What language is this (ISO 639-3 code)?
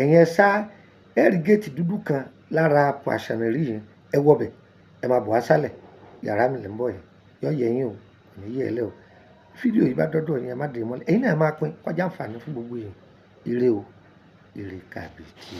yor